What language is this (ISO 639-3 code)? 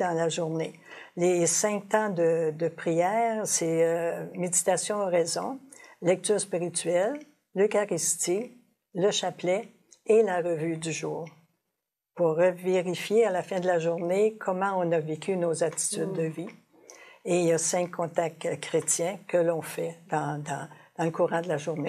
fra